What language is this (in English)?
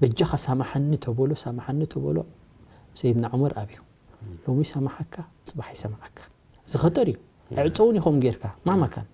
Tigrinya